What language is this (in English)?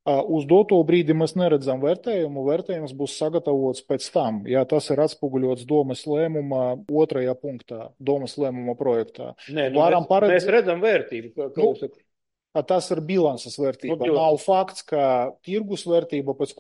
Latvian